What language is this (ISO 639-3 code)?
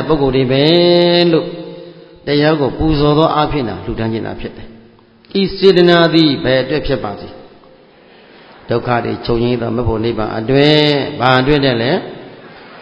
mya